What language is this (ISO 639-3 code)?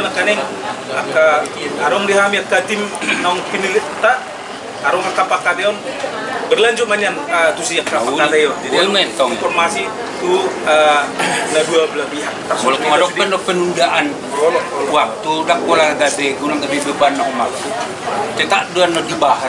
bbc